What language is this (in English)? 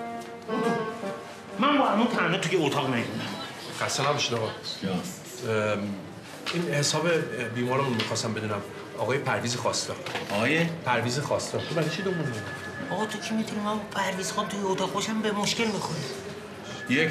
Persian